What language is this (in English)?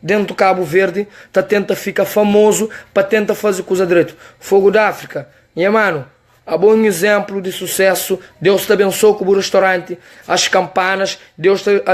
Kabuverdianu